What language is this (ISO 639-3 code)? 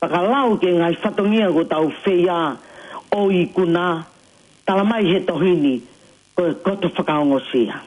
ton